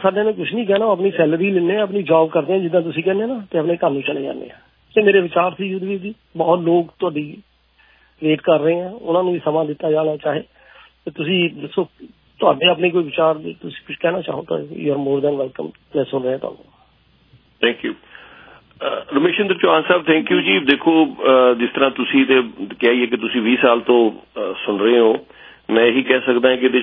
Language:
Punjabi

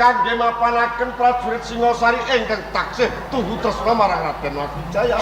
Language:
Javanese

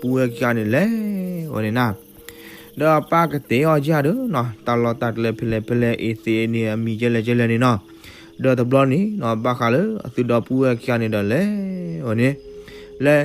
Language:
S'gaw Karen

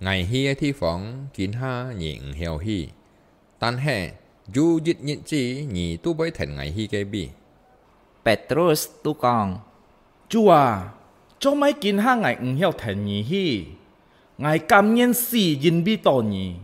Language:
Hakka Chinese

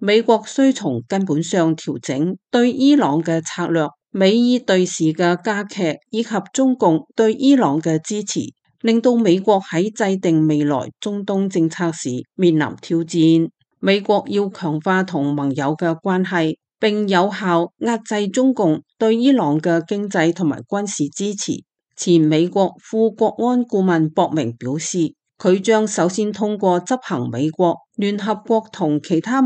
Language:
Cantonese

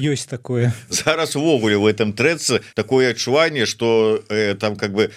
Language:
Belarusian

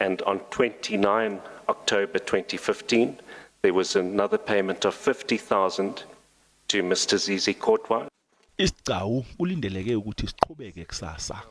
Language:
Zulu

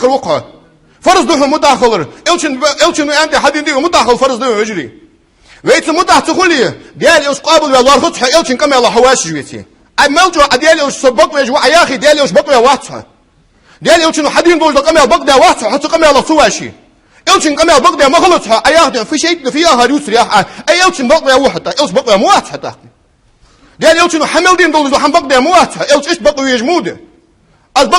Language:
Ingush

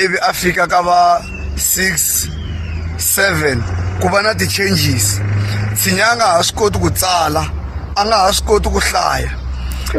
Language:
Tsonga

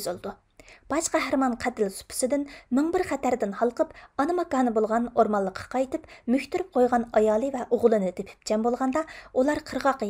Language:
Uyghur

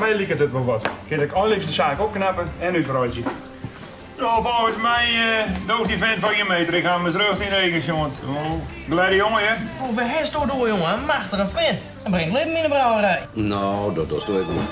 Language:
Western Frisian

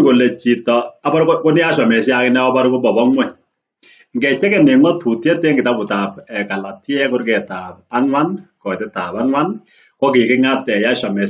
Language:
Kalenjin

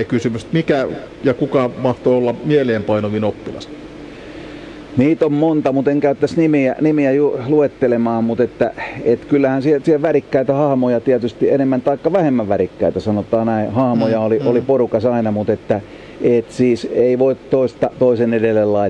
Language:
Finnish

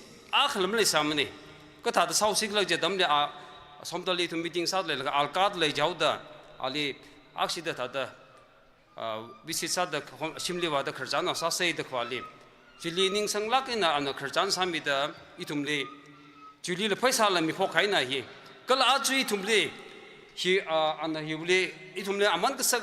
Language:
Tangkhul Naga (India)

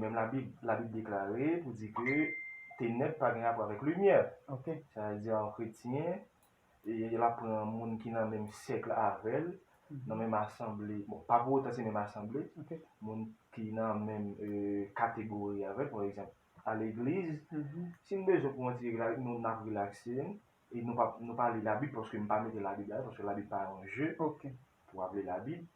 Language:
Haitian Creole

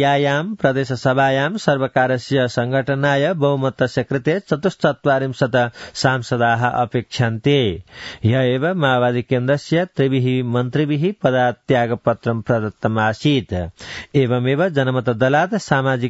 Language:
Sanskrit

